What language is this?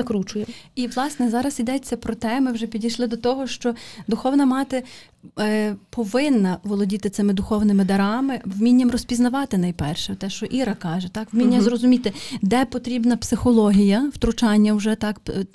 Ukrainian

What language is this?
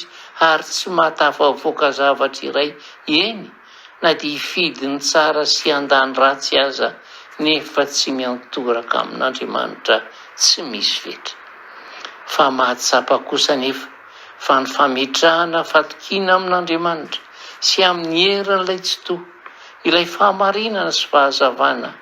Malagasy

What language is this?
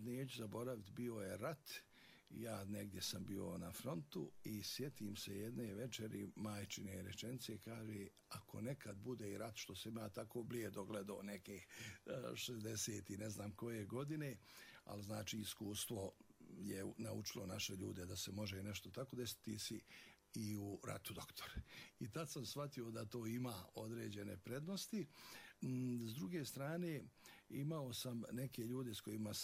Bosnian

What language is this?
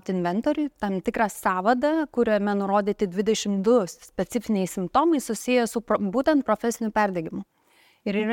Lithuanian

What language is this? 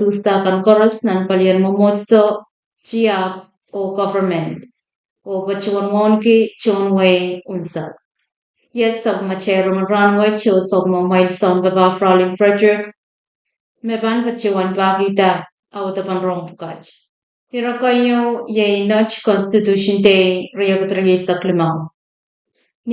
Pohnpeian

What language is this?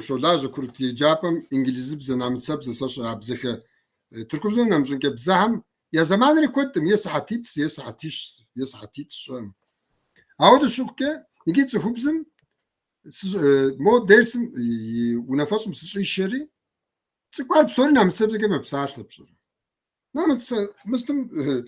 Kabardian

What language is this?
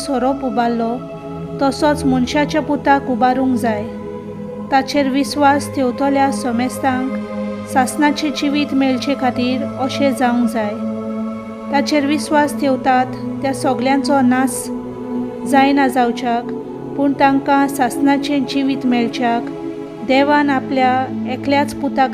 Konkani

